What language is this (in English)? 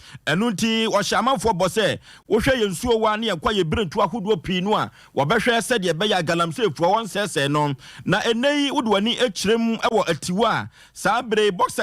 Akan